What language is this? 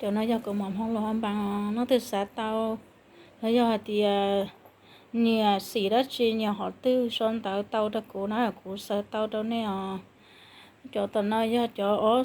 Hmong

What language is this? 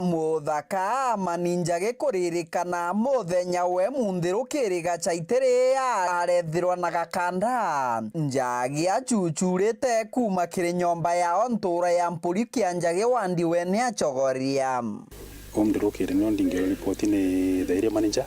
Meru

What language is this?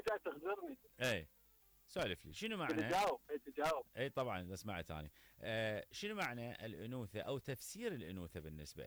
Mesopotamian Arabic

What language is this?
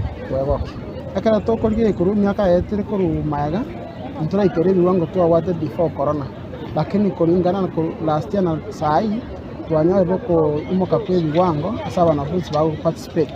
Gusii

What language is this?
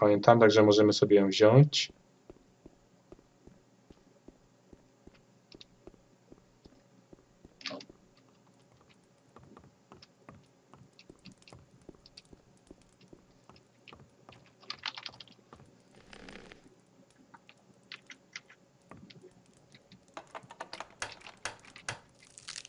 Polish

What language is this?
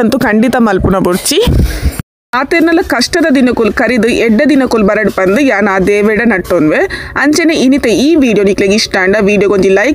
Tulu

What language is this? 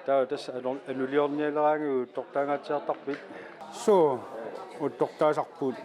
Kalaallisut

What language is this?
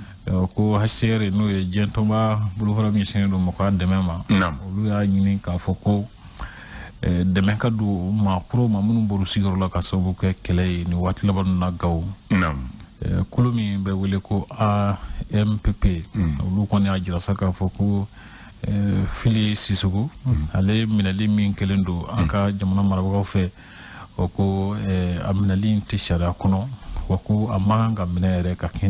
Bambara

